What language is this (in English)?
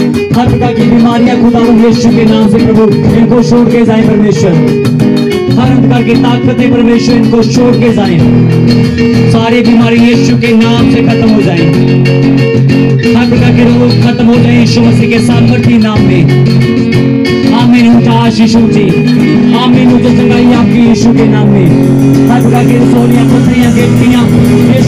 Hindi